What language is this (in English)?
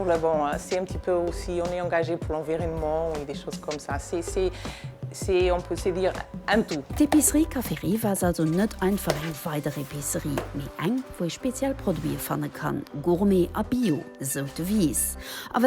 Luxembourgish